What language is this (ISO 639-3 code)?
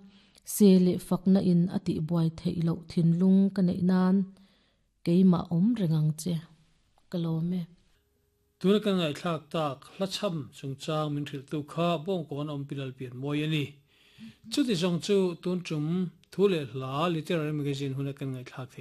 lus